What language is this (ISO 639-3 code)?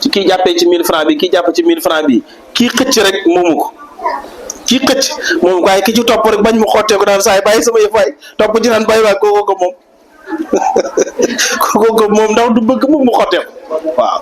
wol